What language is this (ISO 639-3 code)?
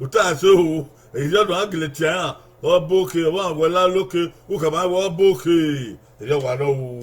bin